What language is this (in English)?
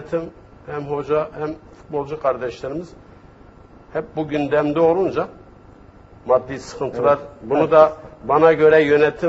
Turkish